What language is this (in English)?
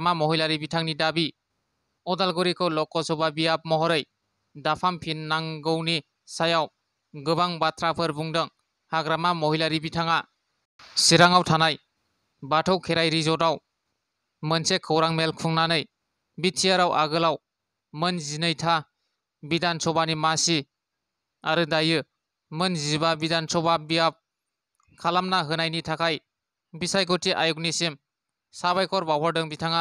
Bodo